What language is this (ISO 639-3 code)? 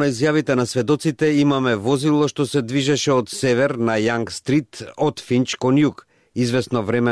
mkd